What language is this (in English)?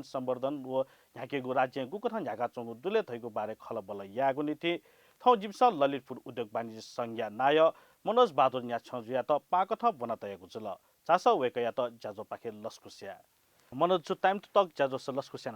Newari